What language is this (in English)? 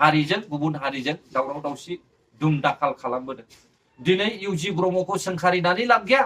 Bodo